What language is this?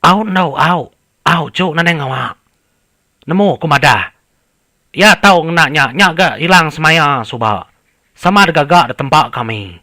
Iban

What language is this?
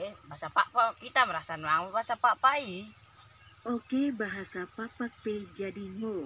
Batak Dairi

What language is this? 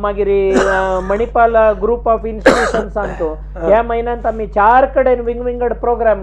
Konkani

